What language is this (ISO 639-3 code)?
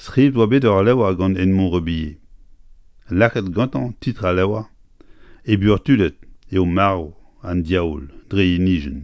bre